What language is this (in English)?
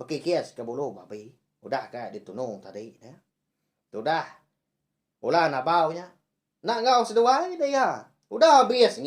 Iban